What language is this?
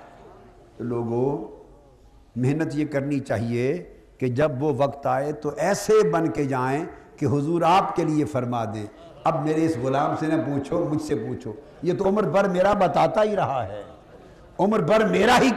Urdu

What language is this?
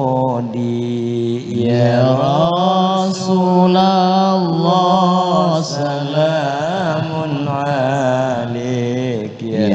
Madurese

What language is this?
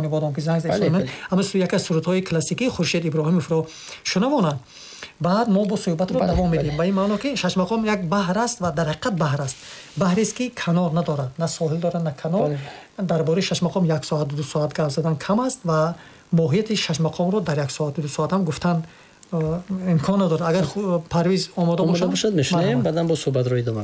Tajik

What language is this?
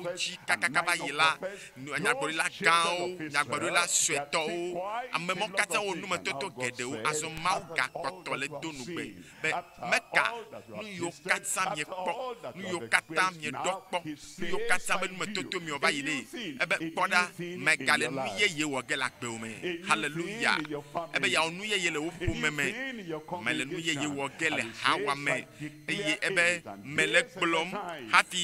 Ewe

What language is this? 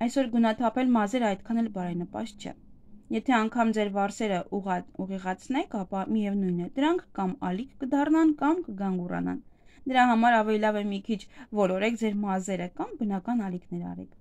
Armenian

